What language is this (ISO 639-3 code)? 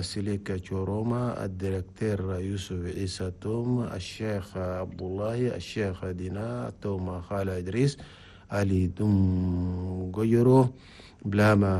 shu